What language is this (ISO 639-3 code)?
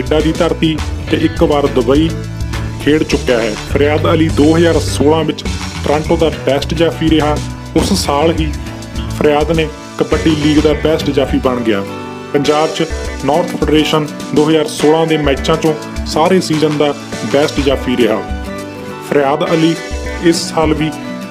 pan